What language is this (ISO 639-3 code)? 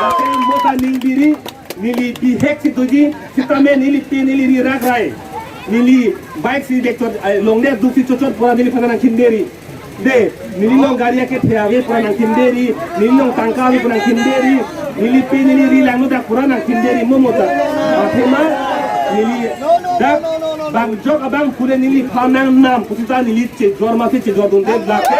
mjw